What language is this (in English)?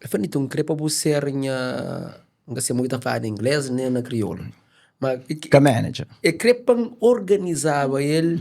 Kabuverdianu